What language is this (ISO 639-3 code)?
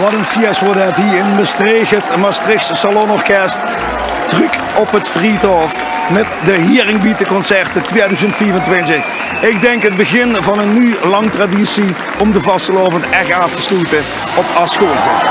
lim